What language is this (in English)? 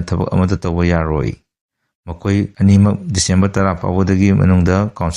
Manipuri